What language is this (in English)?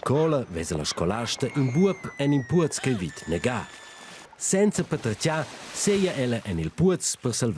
Romansh